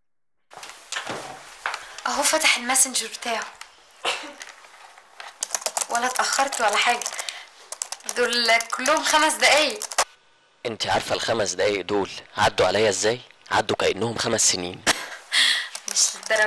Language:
Egyptian Arabic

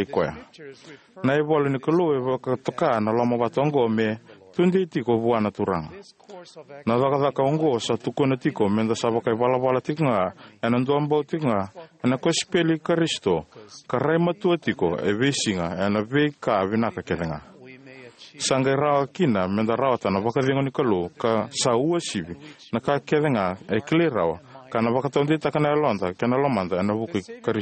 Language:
Fijian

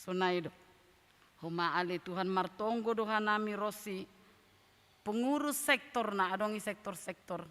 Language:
Batak Simalungun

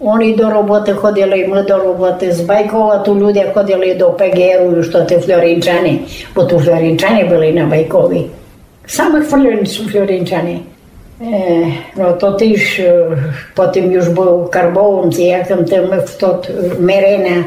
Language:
Rusyn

